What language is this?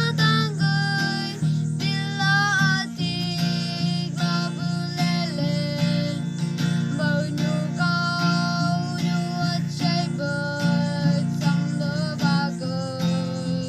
Chang Naga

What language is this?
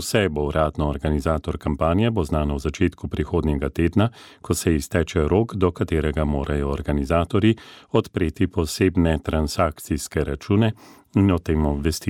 Slovenian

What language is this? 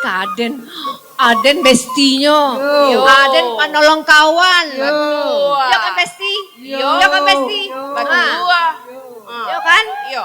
Minangkabau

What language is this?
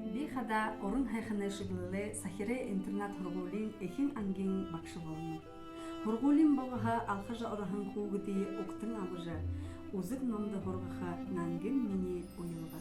Buriat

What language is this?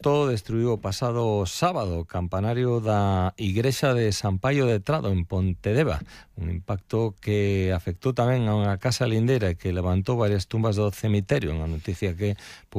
Galician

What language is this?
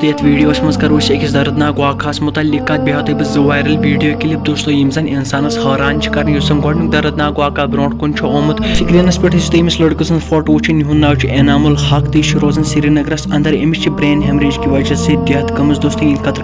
Kashmiri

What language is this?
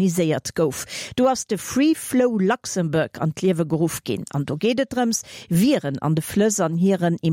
Luxembourgish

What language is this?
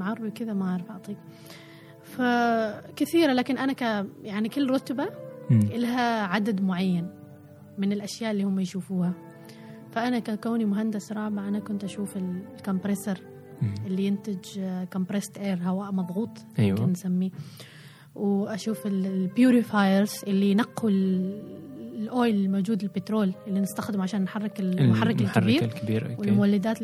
Gulf Arabic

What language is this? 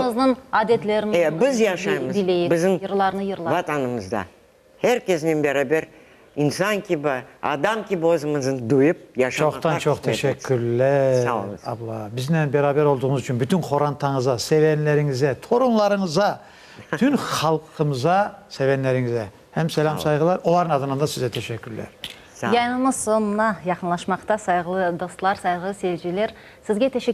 Crimean Tatar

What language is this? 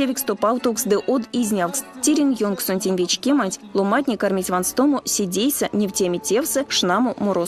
Erzya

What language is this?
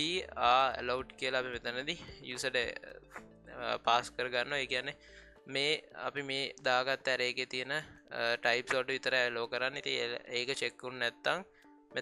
Sinhala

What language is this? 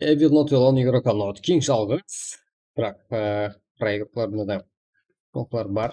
Kara-Kalpak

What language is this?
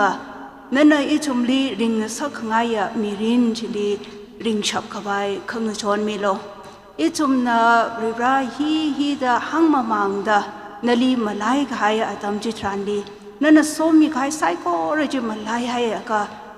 Tangkhul Naga (India)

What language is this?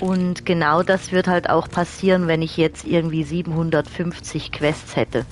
Swiss German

